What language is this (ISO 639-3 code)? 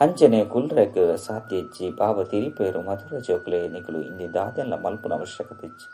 tcy